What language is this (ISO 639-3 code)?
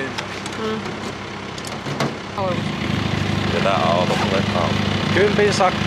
fin